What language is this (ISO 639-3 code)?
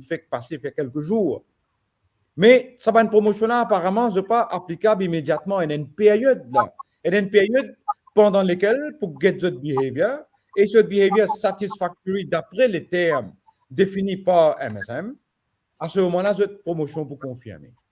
mfe